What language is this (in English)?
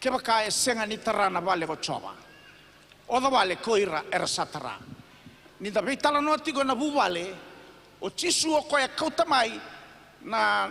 Fijian